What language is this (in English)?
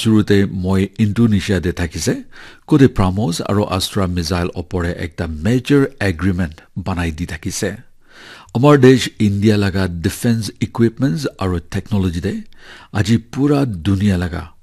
Naga Pidgin